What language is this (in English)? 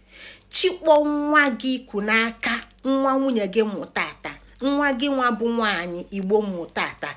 Igbo